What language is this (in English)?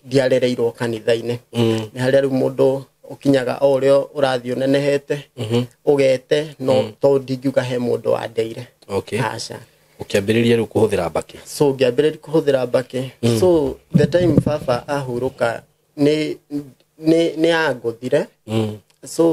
Kikuyu